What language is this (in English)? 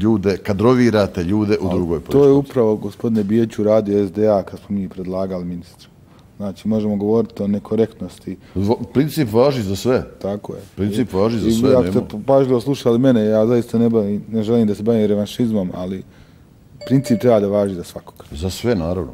Bosnian